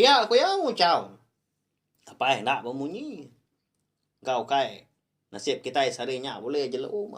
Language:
Iban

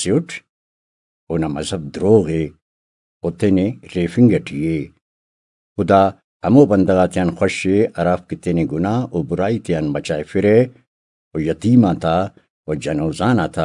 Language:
Brahui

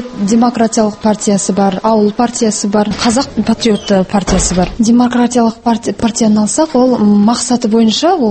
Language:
Kazakh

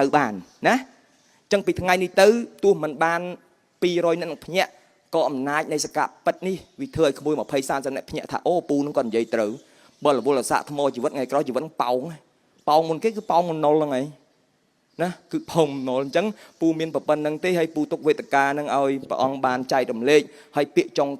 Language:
Khmer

